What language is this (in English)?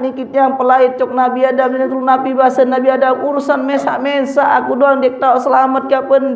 Sasak